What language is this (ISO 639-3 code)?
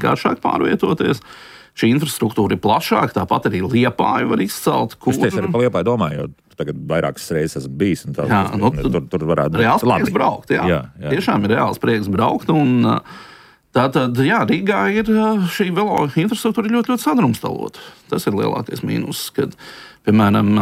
lav